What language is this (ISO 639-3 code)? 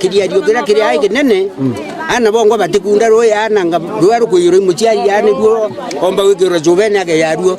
mer